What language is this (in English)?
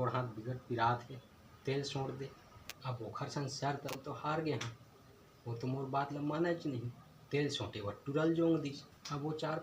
Chhattisgarhi